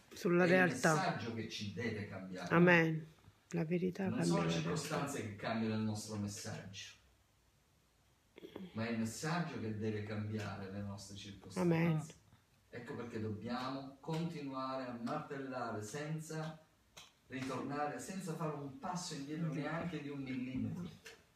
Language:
Italian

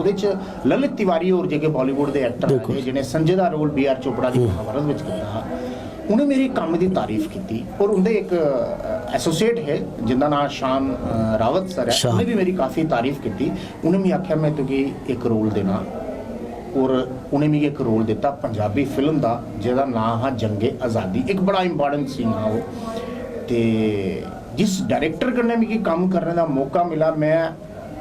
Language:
Dogri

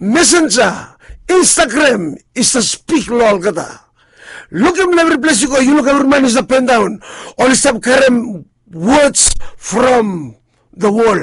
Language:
Bislama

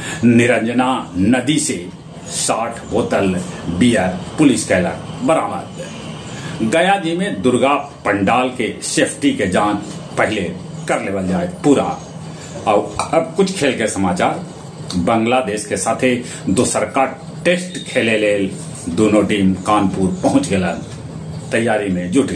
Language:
Magahi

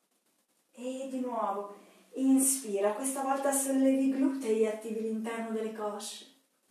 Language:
Italian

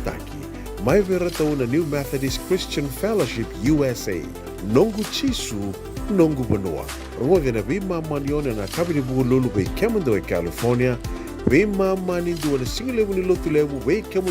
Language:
Fijian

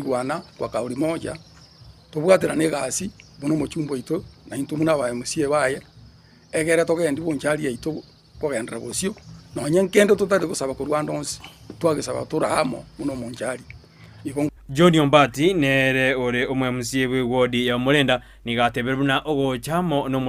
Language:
Gusii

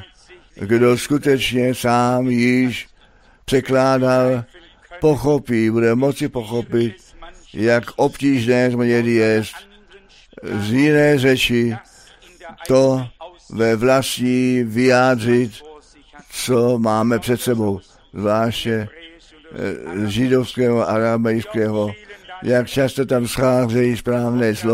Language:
Czech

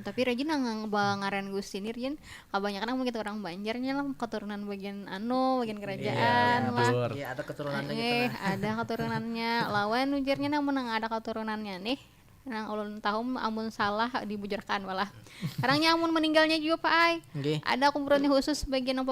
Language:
Banjar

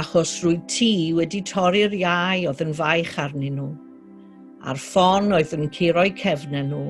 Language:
Welsh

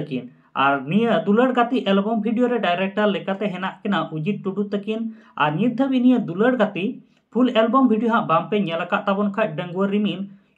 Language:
Santali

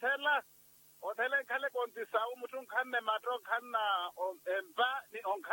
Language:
Makhuwa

